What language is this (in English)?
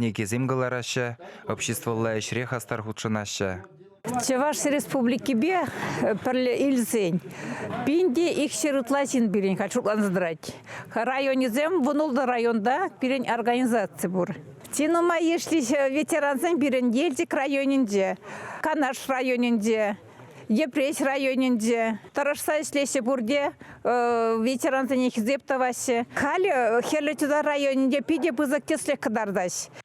Chuvash